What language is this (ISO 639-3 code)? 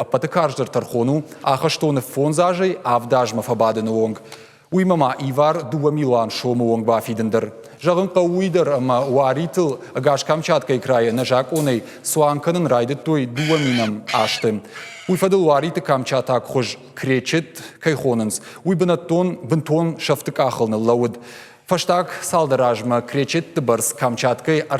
oss